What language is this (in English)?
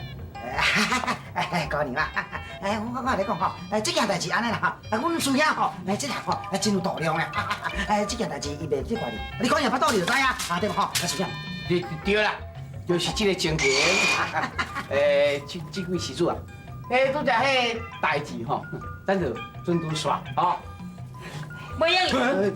Min Nan Chinese